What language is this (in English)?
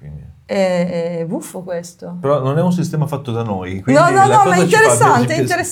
Italian